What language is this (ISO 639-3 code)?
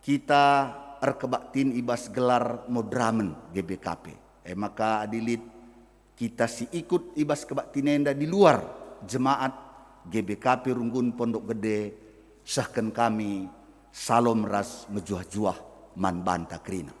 btx